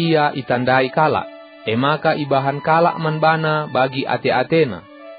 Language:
Batak Karo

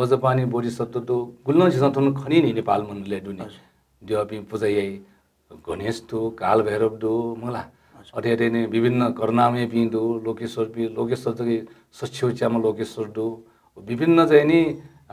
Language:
Newari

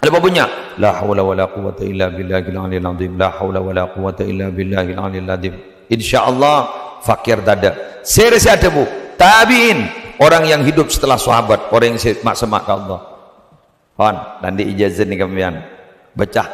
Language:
Madurese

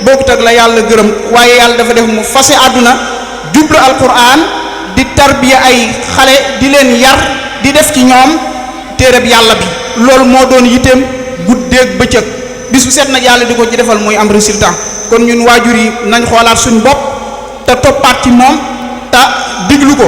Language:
Wolof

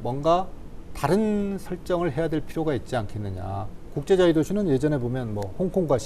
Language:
Korean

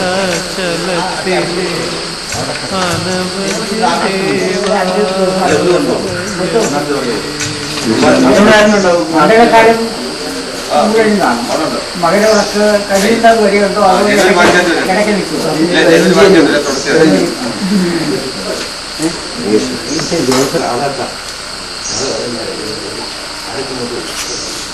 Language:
Malayalam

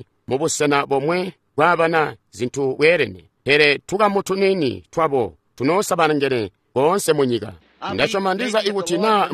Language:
Tonga (Zambia)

